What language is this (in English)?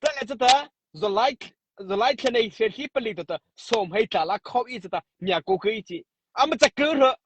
Mara Chin